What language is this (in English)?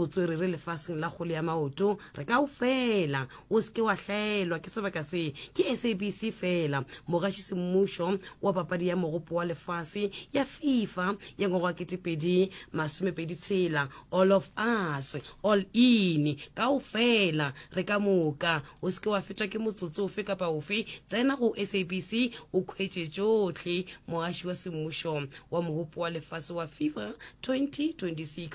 Northern Sotho